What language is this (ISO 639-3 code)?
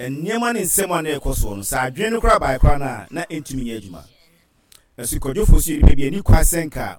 aka